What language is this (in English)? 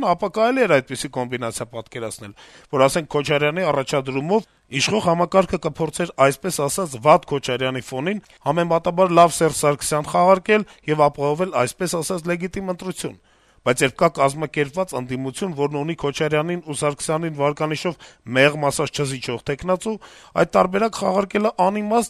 Armenian